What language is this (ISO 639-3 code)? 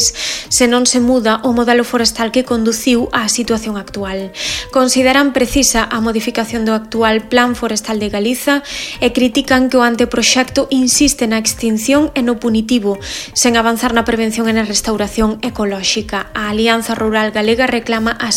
glg